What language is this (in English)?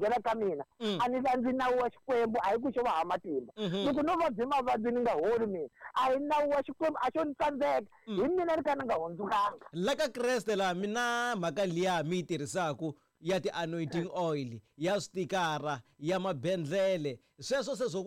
Tsonga